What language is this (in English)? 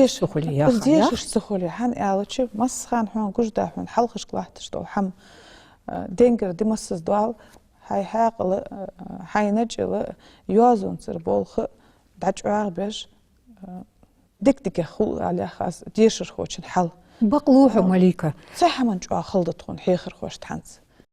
Ingush